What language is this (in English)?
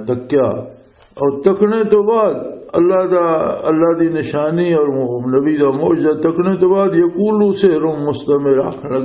Western Panjabi